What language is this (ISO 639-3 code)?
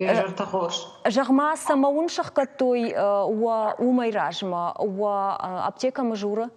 oss